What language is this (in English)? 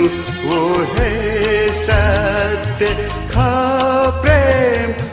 Newari